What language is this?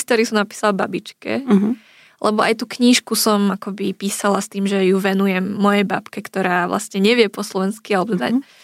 Slovak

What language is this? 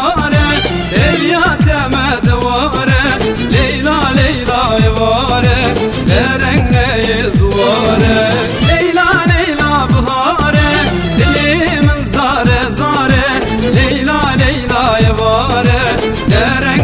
Turkish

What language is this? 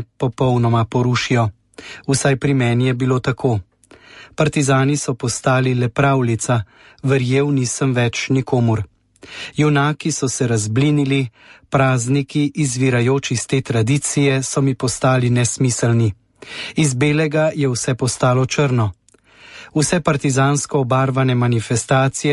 Slovenian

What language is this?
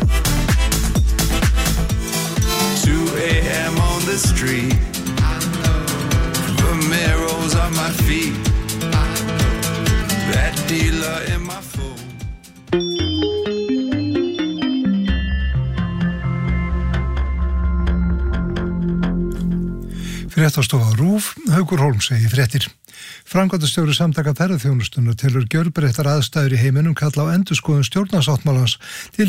Icelandic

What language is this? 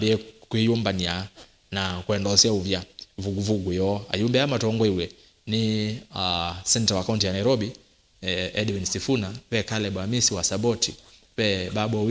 Kamba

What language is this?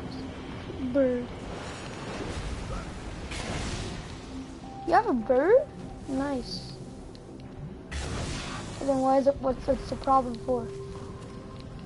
English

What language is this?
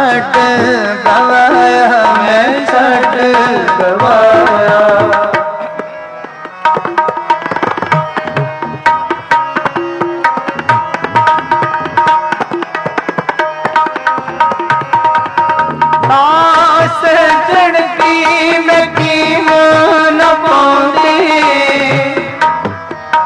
Hindi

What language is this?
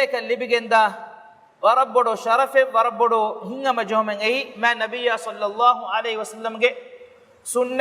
Divehi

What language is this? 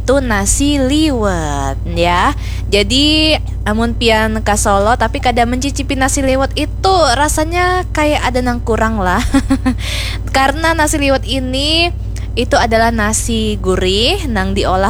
Banjar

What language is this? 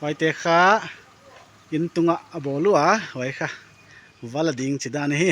Paite Chin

